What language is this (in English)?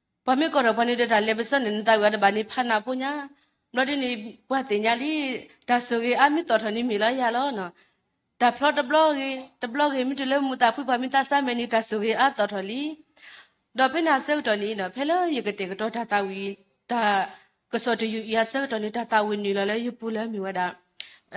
S'gaw Karen